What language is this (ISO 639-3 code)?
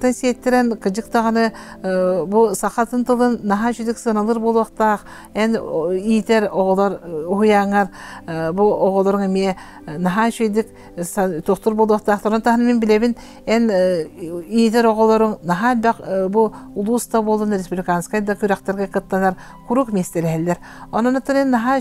sah